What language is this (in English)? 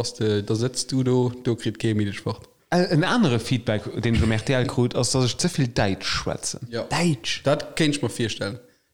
Luxembourgish